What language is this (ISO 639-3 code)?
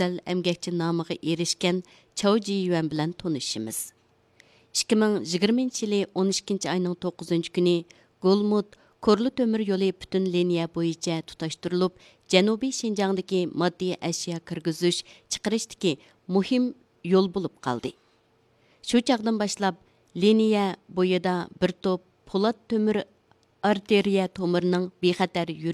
uig